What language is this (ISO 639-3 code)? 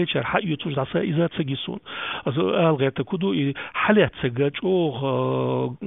che